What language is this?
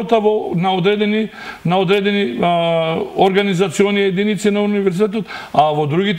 Macedonian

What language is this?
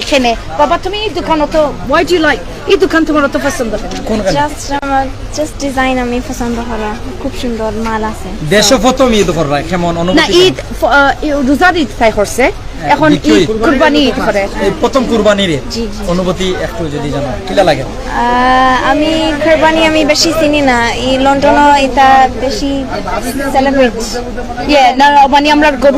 Sylheti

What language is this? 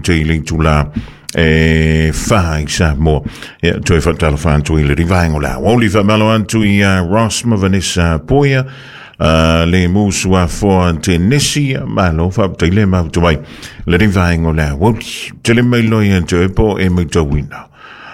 Samoan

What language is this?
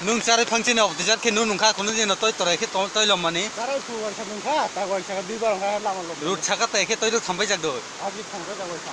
Kok Borok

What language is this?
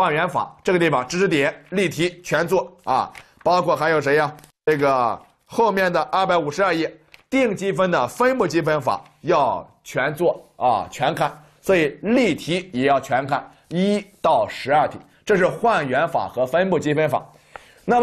Chinese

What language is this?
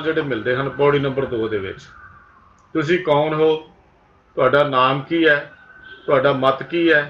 Punjabi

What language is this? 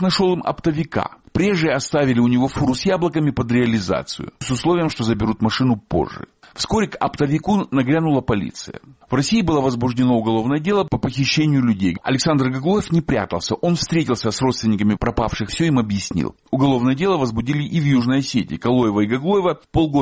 Russian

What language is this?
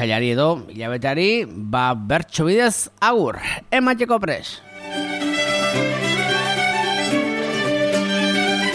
Basque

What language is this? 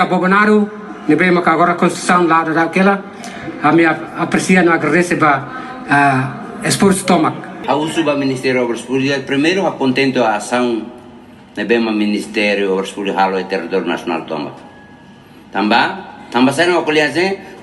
Tetum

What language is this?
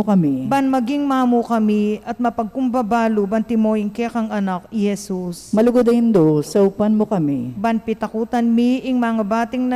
Pampanga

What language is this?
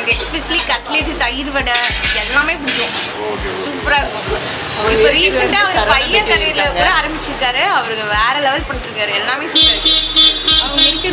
Tamil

